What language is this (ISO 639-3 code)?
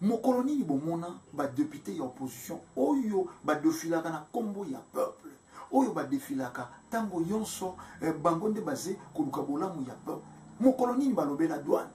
lin